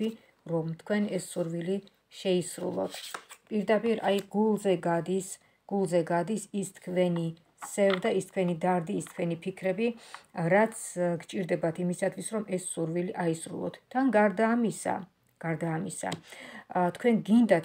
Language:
Georgian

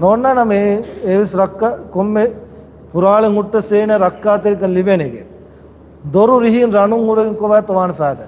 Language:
Divehi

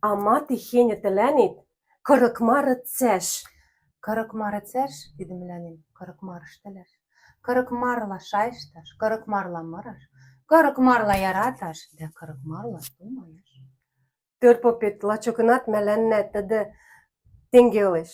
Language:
Western Mari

